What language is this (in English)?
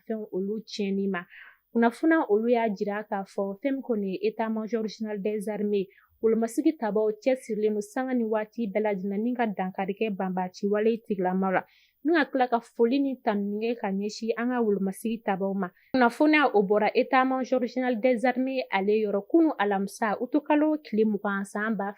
Bambara